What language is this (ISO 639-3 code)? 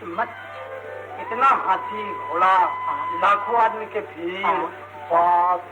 mag